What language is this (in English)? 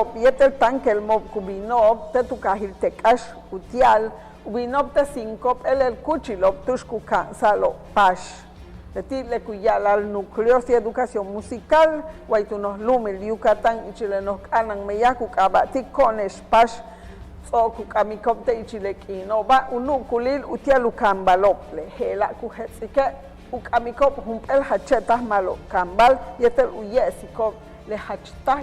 Yucateco